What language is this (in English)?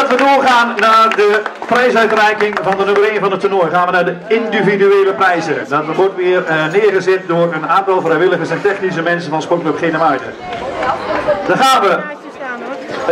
Dutch